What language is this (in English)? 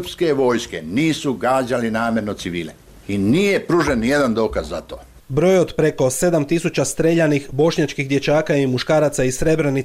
Bosnian